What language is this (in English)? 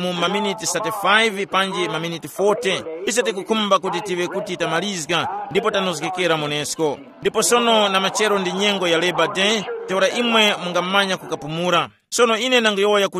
Tumbuka